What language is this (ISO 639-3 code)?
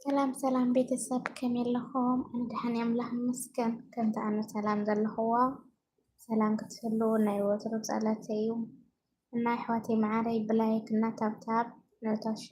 tir